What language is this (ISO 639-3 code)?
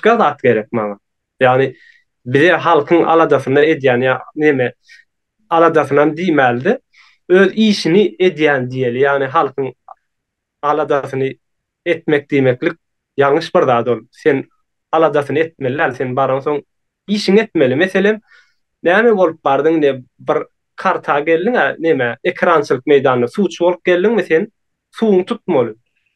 tuk